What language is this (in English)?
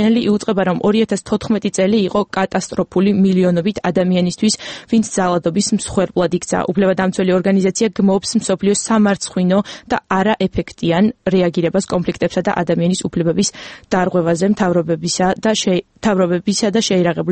Georgian